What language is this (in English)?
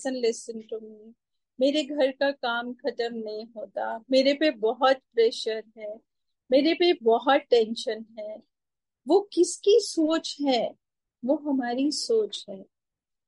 Hindi